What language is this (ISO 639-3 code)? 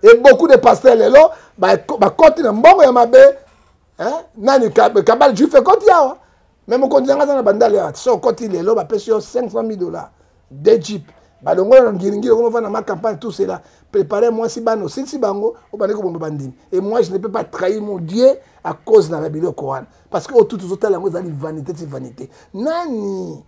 lin